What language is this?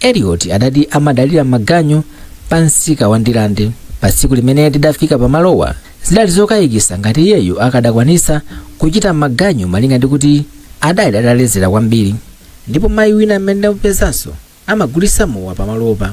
Nyanja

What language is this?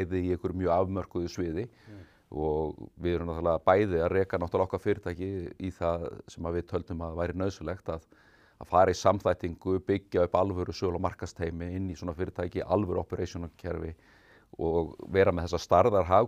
Icelandic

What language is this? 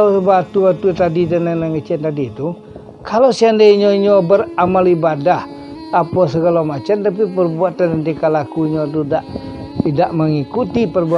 Minangkabau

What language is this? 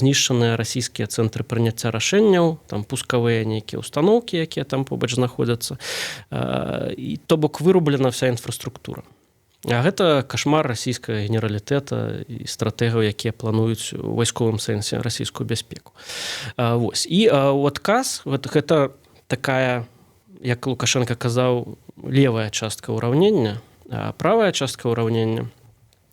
Belarusian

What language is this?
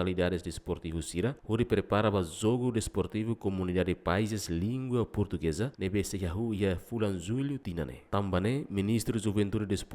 Tetum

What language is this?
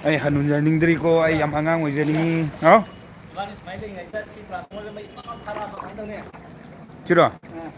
Manipuri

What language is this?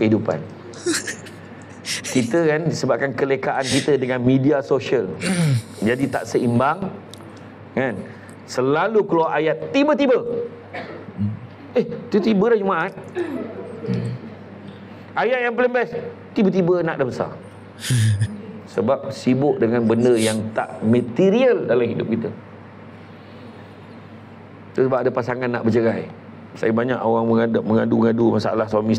Malay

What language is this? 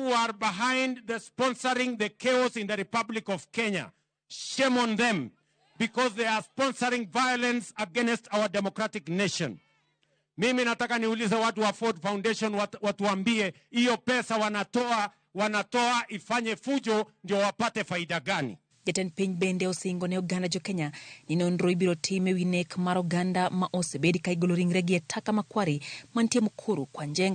Luo (Kenya and Tanzania)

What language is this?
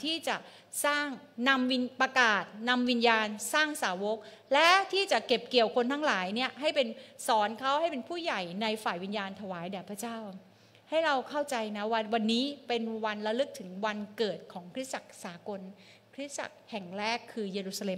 Thai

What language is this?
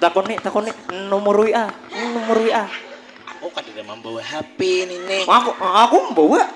Banjar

